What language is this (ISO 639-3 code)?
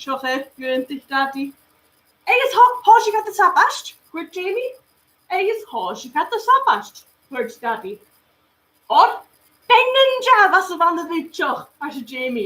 gla